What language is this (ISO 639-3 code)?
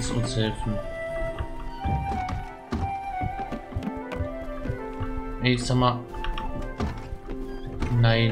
deu